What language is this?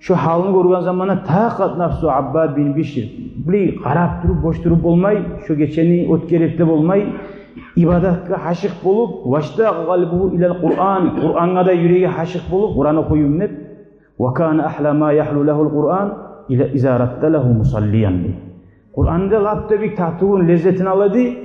Kumyk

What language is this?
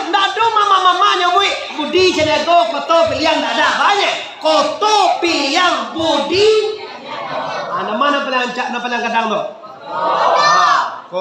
Minangkabau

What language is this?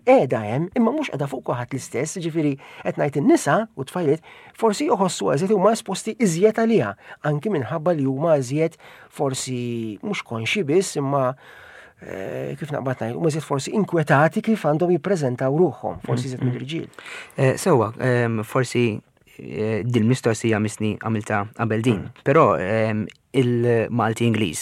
Maltese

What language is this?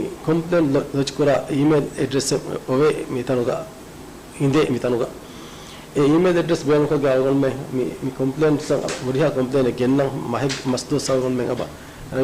Divehi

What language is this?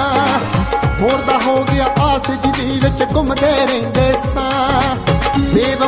Punjabi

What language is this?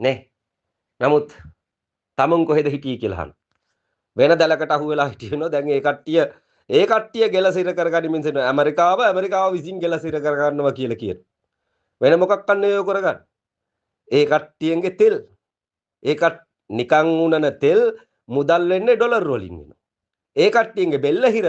Sinhala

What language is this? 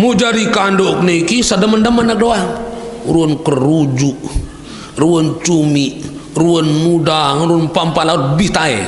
Sasak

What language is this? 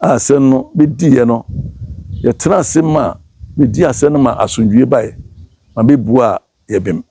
Akan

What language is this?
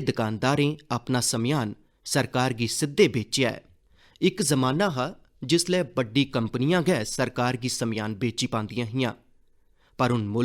Dogri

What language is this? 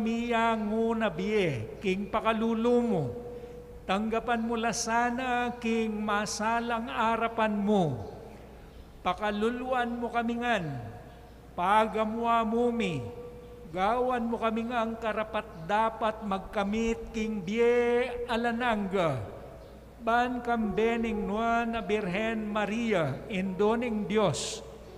Pampanga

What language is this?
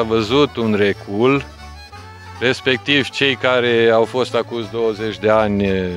Romanian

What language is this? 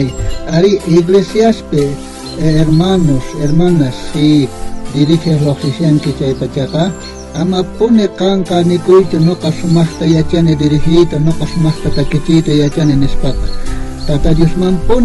South Bolivian Quechua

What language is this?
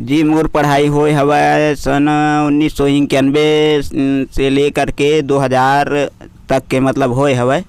Chhattisgarhi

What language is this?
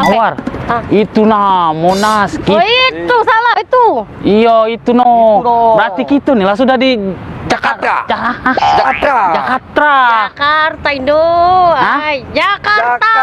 Musi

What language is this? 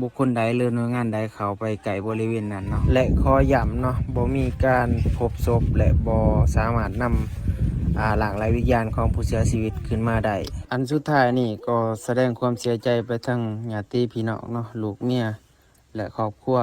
Northeastern Thai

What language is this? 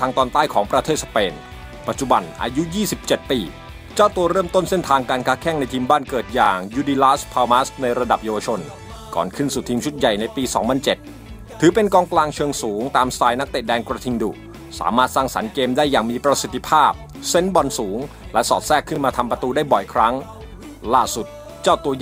Thai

